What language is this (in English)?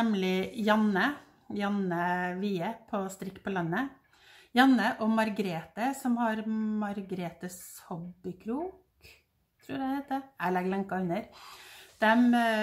Norwegian